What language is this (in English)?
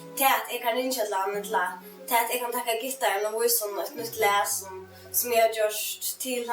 Faroese